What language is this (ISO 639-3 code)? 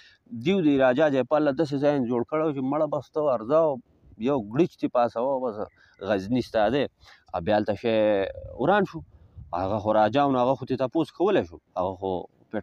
pus